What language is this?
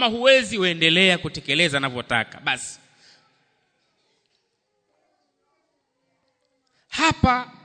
Swahili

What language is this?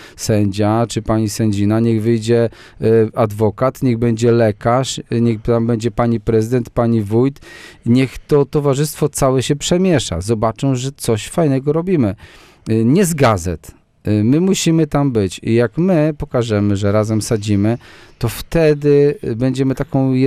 Polish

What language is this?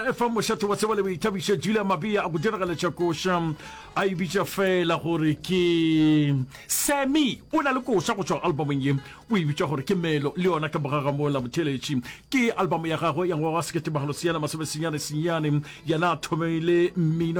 Northern Sotho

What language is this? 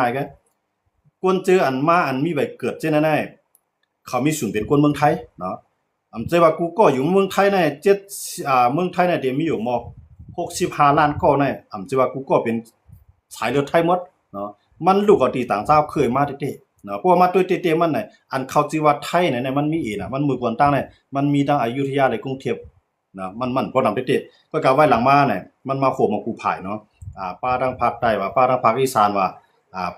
Shan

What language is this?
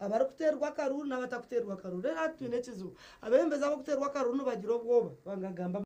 Nyankole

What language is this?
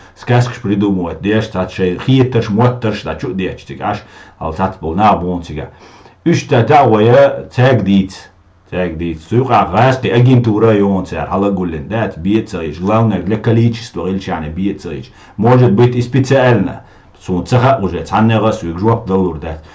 Chechen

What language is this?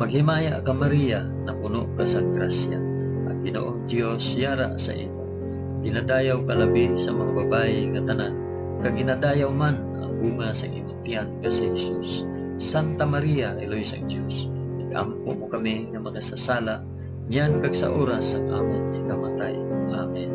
Hiligaynon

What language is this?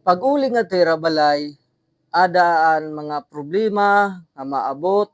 Waray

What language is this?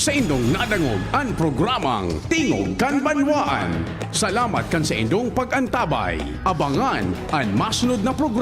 Bikol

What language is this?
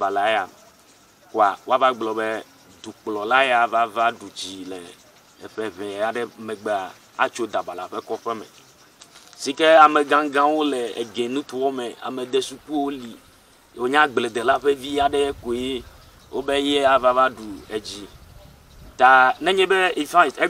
Ewe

